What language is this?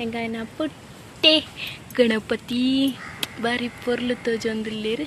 Tulu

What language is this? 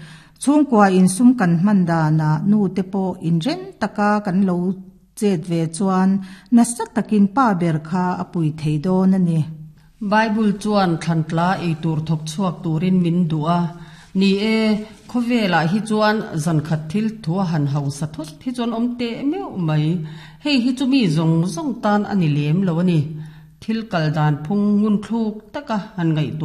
Mizo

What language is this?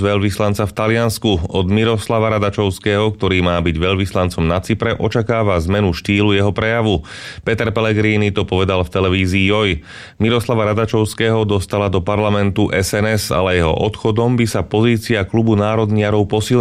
Slovak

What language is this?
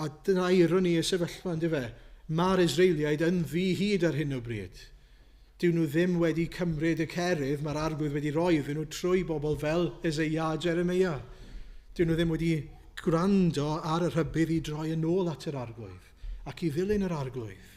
Welsh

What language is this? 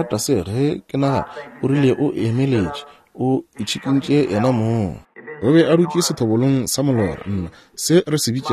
Northern Sotho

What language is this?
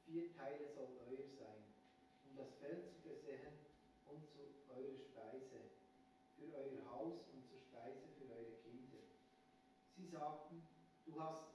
Swiss German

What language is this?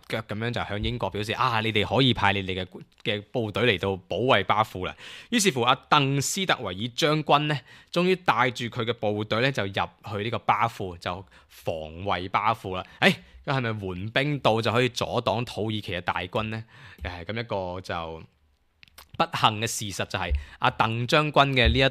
Cantonese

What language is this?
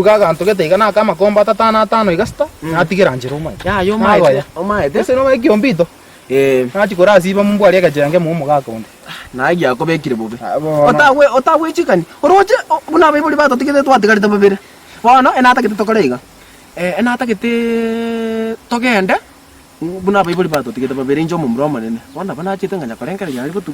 Gusii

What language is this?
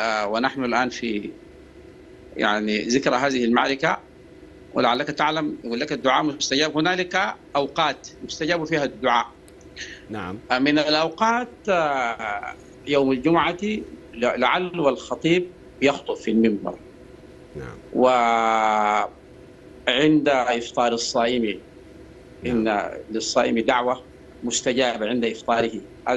Sudanese Arabic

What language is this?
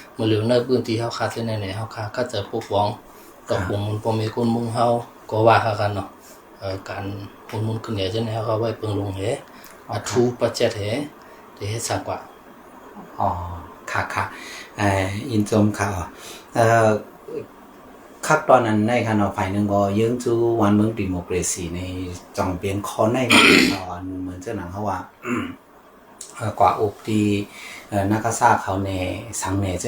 Shan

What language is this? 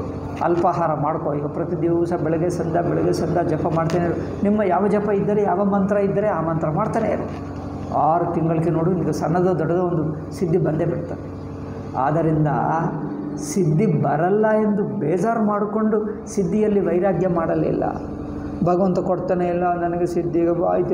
Kannada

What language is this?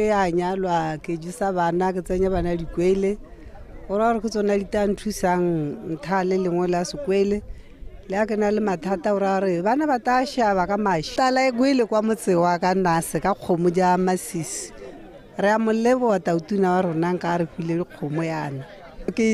Tswana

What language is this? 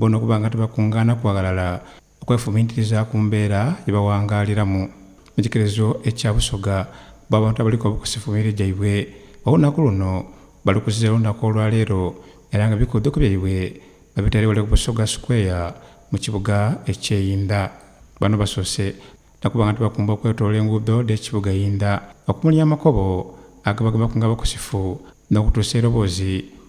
Soga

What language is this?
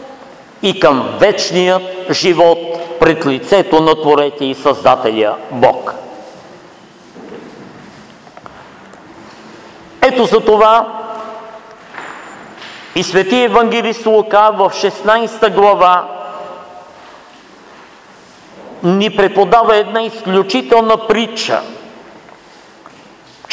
Bulgarian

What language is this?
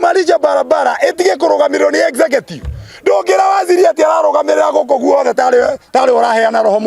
Kikuyu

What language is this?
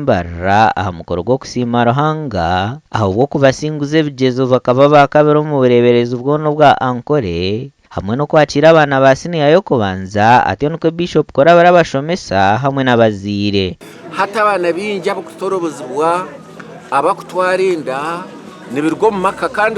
Nyankole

